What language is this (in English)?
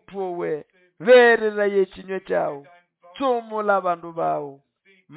Nande